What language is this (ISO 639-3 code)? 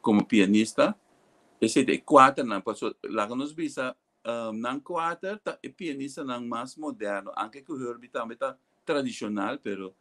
pap